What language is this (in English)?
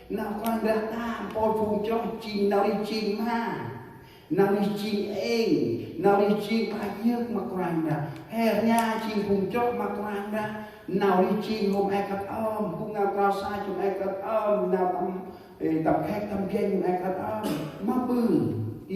Central Mnong